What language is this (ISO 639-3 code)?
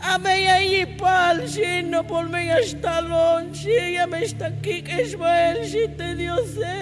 tzh